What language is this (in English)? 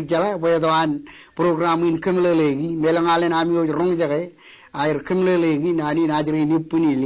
Marshallese